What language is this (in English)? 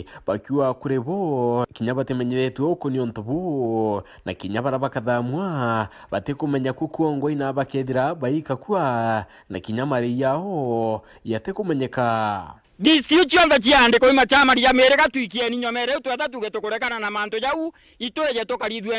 Meru